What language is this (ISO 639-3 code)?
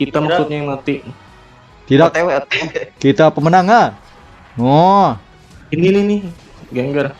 bjn